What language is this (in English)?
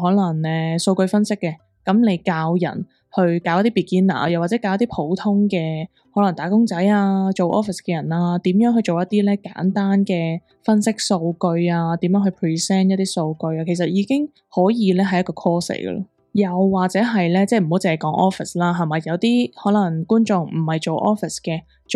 Cantonese